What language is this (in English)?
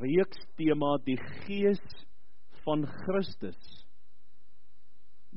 Afrikaans